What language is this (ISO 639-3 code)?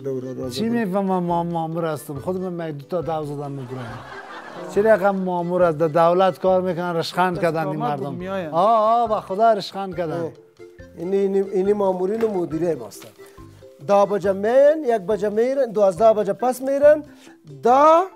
fas